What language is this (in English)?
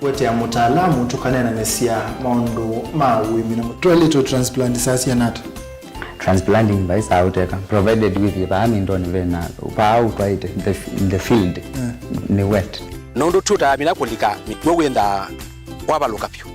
Kamba